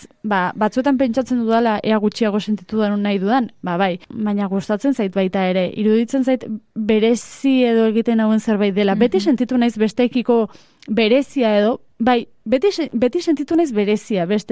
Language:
Basque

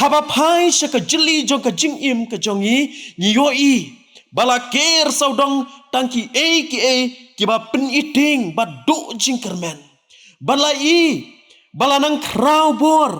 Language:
Khasi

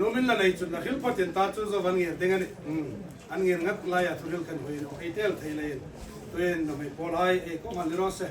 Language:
Hmar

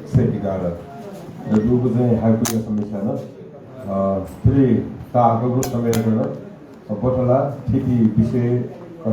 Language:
Newari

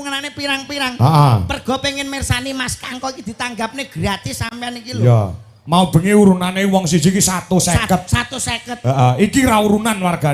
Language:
Javanese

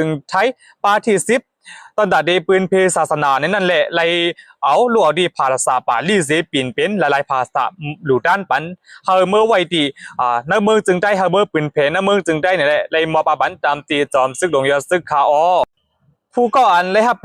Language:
Shan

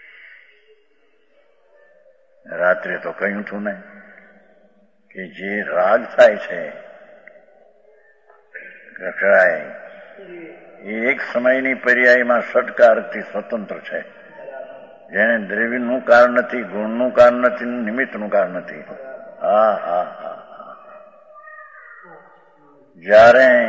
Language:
Gujarati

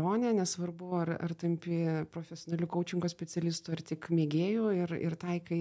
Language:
Lithuanian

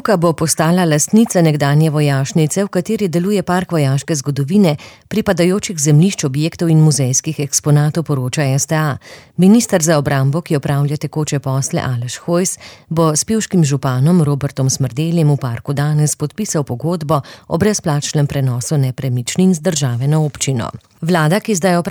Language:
Slovenian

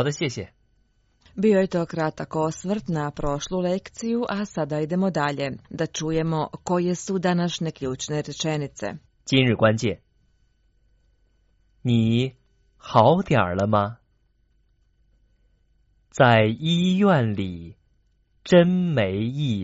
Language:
Croatian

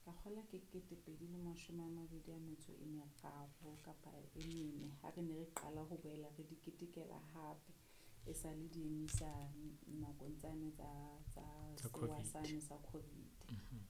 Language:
Southern Sotho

